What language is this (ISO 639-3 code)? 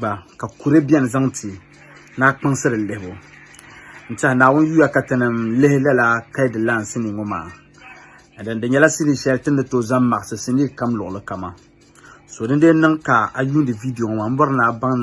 dag